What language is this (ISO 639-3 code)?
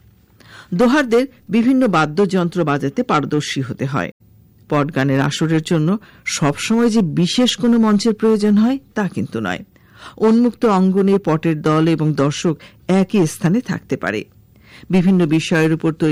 ben